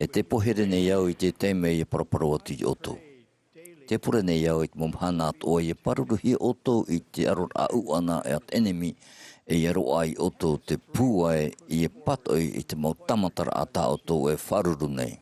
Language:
Tahitian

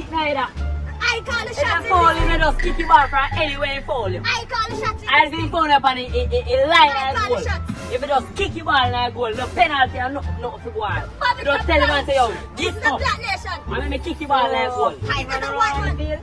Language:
Jamaican Creole English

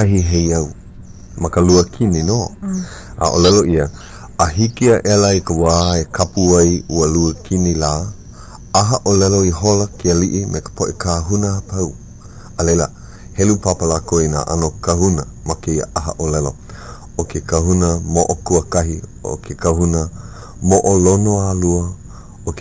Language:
Hawaiian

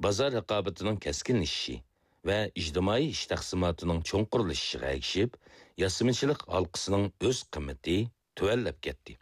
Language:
Uyghur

